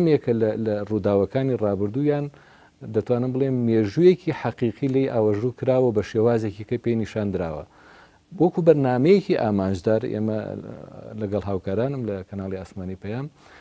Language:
Central Kurdish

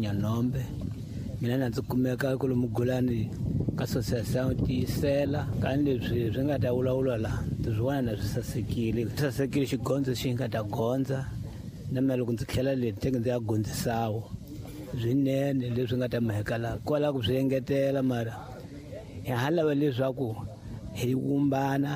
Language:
Tsonga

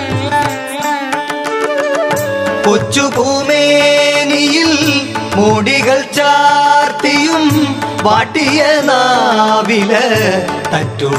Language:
Malayalam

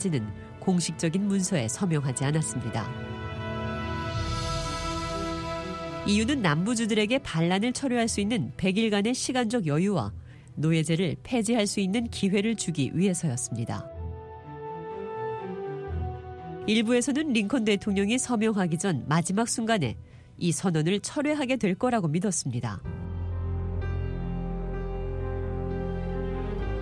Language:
Korean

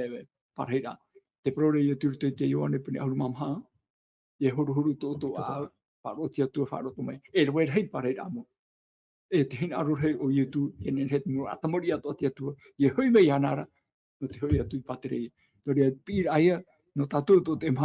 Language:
Tahitian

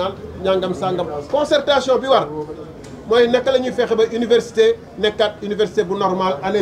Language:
Wolof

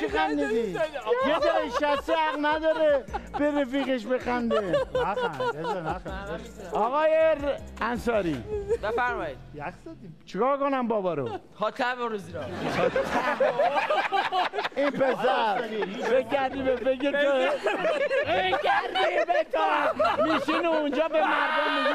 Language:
Persian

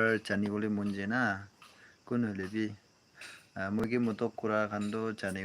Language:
Naga Pidgin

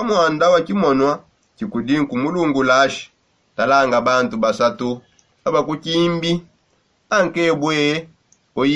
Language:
Songe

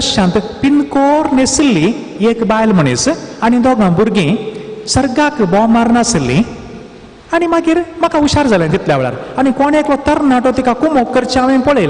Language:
Konkani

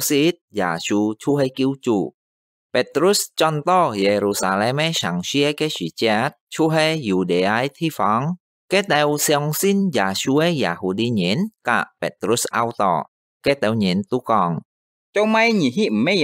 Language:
Hakka Chinese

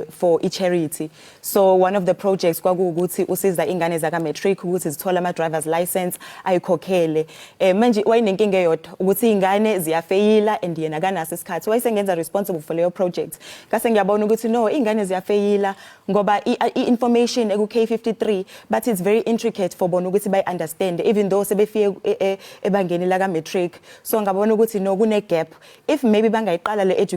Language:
Zulu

